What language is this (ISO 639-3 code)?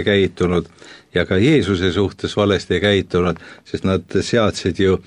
est